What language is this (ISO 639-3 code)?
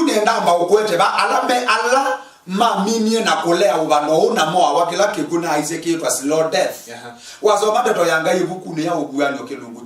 kam